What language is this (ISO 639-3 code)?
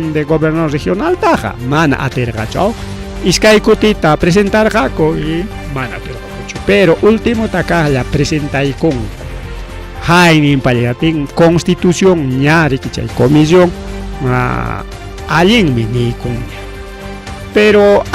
quy